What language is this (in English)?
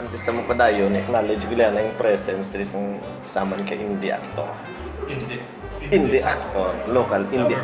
Hiligaynon